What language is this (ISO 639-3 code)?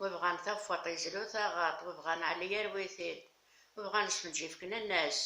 kab